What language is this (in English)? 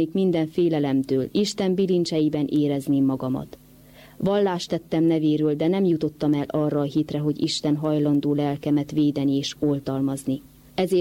Hungarian